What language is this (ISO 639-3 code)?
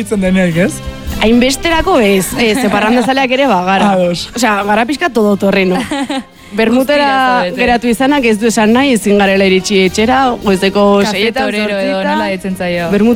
eus